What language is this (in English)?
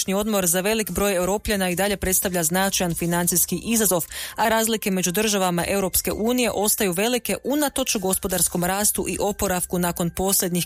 Croatian